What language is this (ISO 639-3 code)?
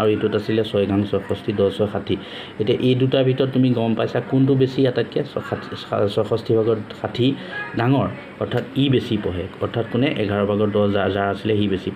asm